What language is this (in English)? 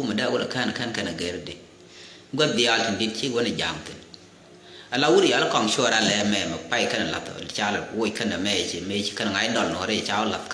Nuer